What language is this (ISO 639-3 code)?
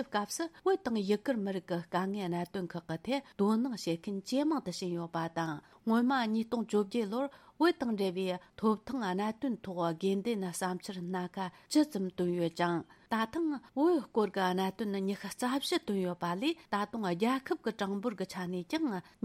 bod